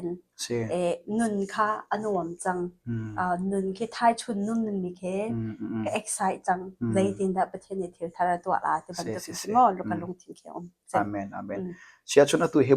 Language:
Hakha Chin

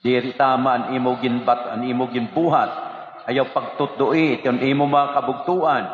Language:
Waray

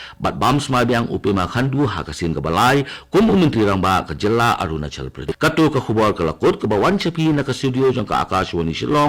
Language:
Khasi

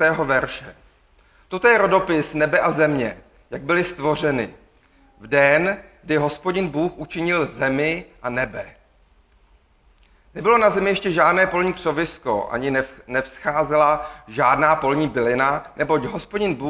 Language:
Czech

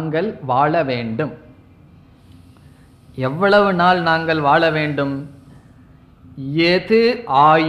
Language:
Tamil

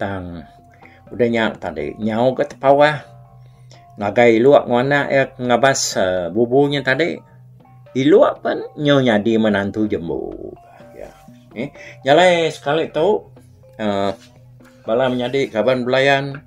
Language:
Iban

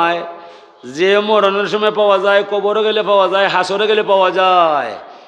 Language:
Sylheti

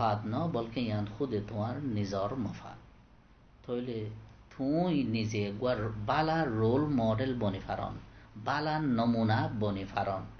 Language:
Rohingya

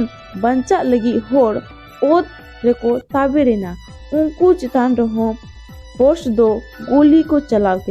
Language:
Santali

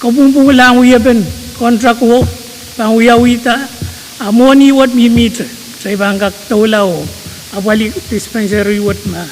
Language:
Pohnpeian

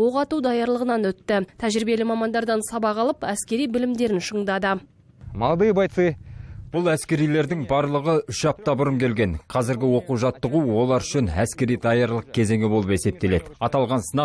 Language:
Kazakh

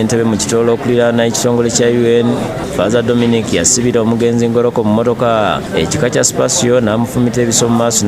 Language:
Ganda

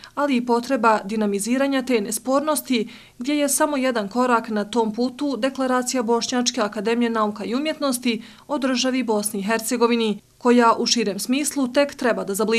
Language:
Bosnian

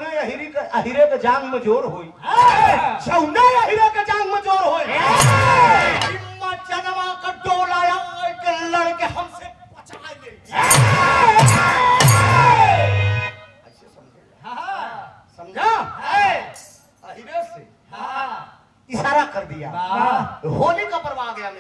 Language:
Bhojpuri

